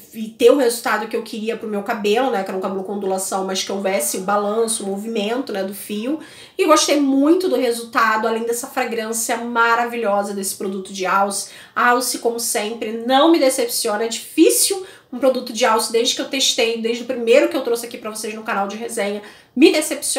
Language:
Portuguese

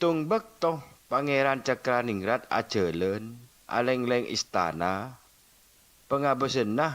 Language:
Madurese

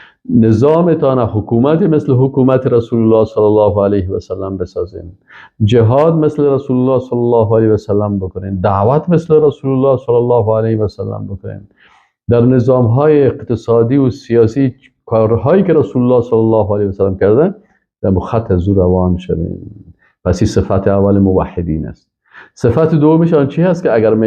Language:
Persian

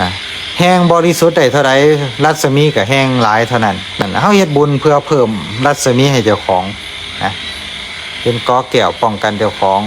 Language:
Northeastern Thai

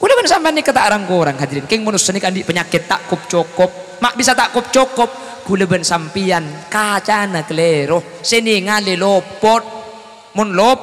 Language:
Madurese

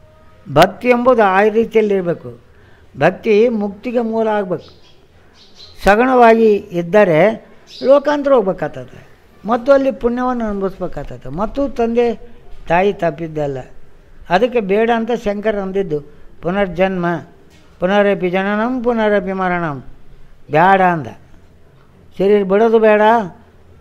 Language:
Kannada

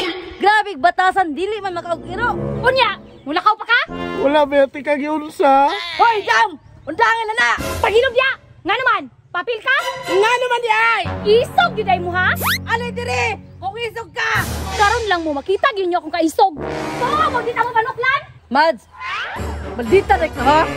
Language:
Cebuano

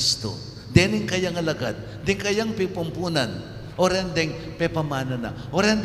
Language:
Pampanga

